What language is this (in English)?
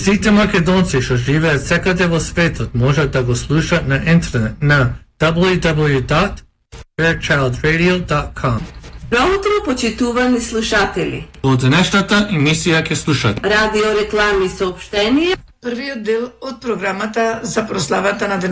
Macedonian